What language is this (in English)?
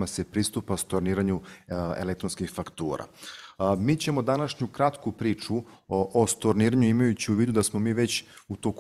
Serbian